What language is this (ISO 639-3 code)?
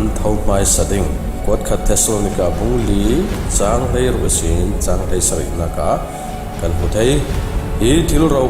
cfm